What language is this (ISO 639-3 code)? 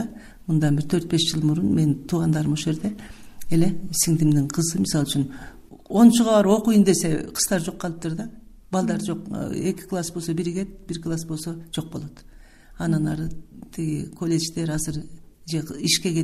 kir